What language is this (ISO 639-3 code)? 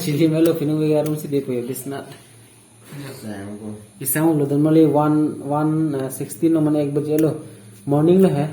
mjw